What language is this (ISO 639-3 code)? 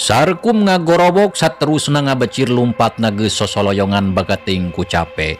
sun